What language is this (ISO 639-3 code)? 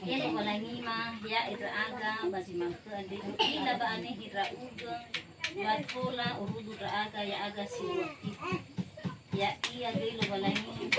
nia